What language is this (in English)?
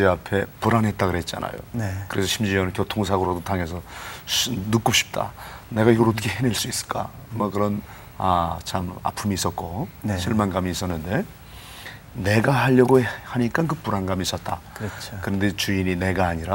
Korean